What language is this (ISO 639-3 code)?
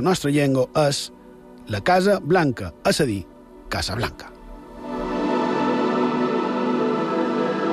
cat